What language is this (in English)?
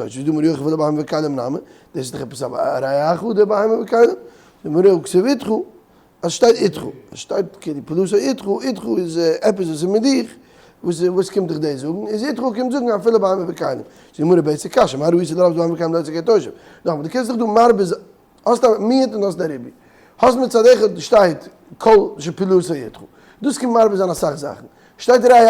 Yiddish